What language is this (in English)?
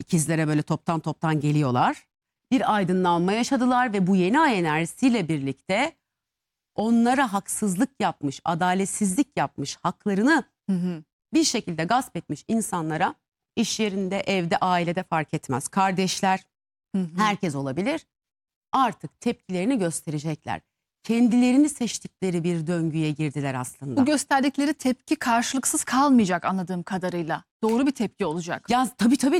Turkish